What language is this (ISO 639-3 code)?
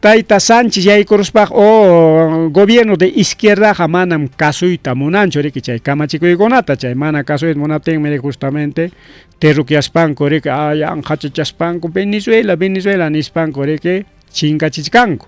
quy